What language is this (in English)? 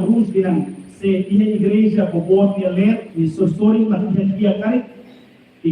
Tetum